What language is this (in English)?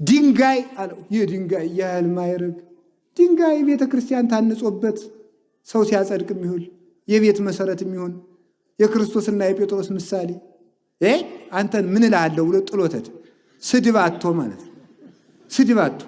Amharic